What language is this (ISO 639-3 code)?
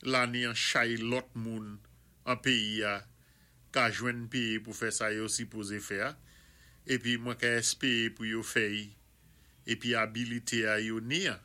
acf